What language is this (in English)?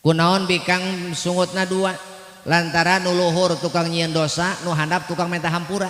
Sundanese